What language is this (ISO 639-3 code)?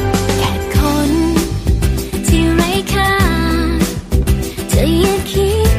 tha